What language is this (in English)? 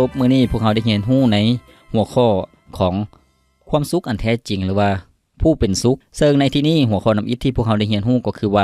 Lao